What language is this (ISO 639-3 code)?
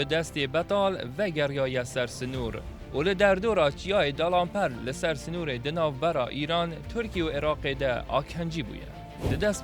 kur